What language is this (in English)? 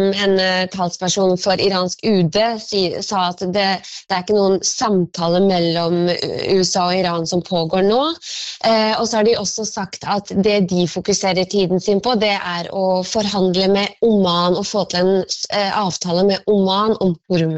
Norwegian